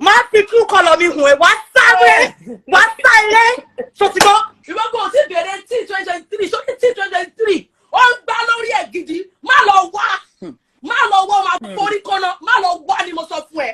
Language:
Yoruba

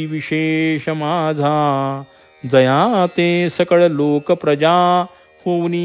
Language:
Marathi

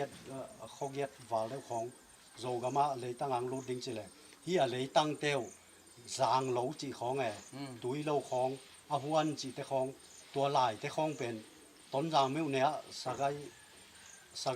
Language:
Tedim Chin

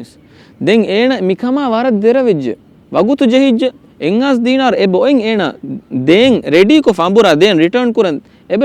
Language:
Divehi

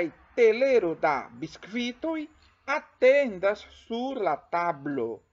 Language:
Esperanto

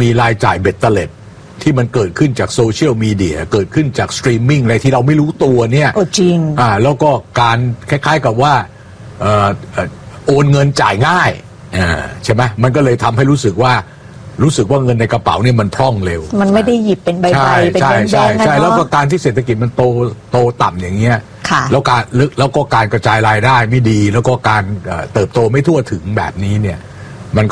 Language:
Thai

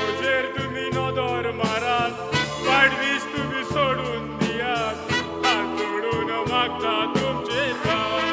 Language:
Konkani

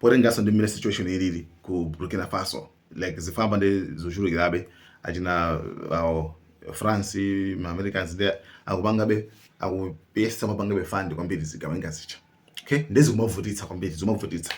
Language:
Nyanja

